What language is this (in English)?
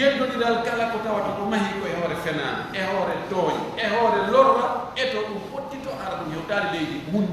Pular